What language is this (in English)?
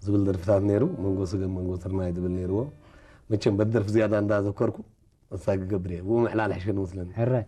Tigrinya